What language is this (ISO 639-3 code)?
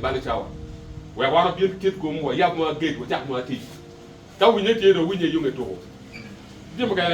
ach